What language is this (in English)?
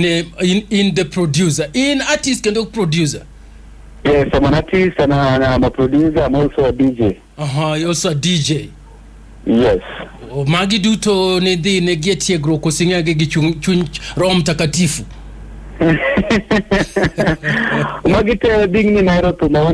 Luo (Kenya and Tanzania)